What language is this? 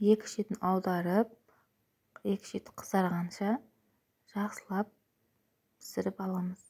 Kazakh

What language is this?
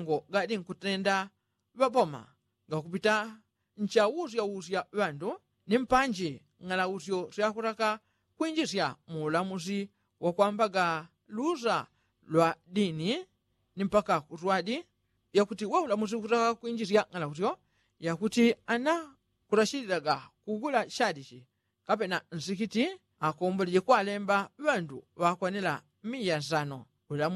Yao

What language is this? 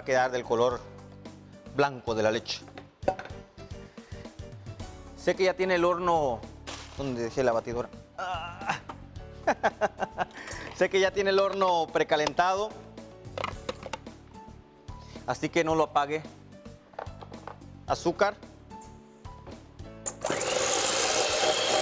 Spanish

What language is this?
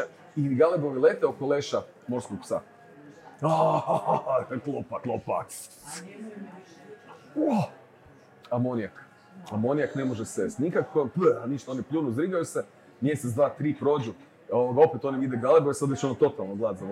Croatian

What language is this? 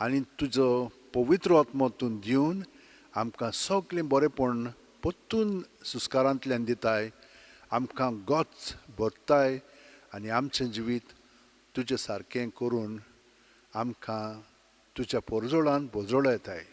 Konkani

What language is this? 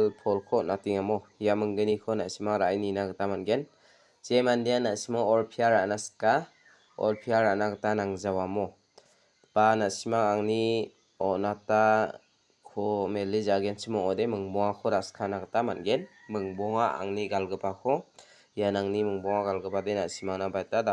Garo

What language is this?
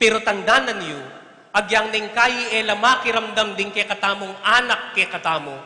Pampanga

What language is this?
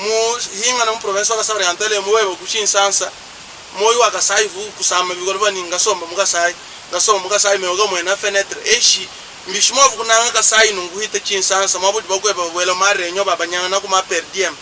Luba-Lulua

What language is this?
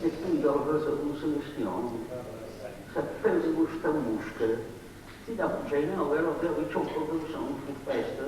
Sardinian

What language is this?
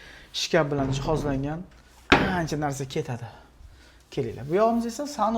Uzbek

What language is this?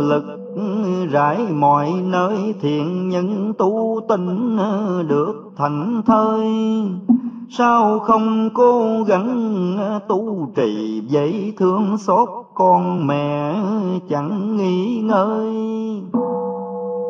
Vietnamese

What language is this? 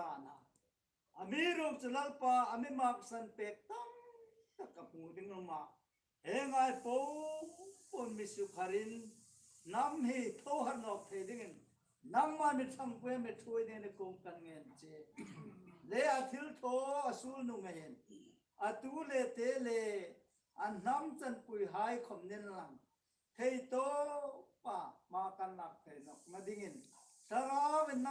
Hmar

